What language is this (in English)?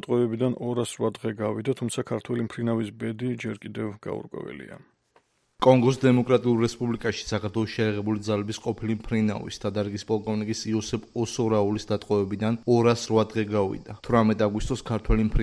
Georgian